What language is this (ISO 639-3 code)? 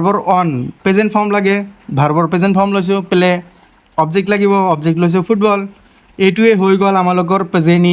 asm